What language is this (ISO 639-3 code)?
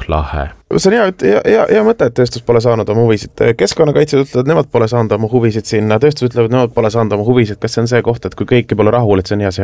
est